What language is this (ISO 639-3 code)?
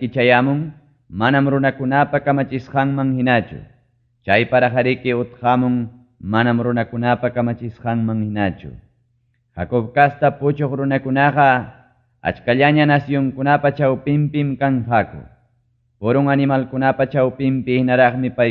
quy